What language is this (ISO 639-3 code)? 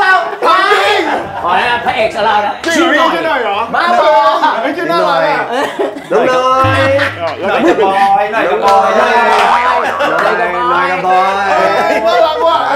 tha